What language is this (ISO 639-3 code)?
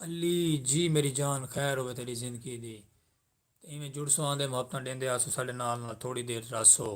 skr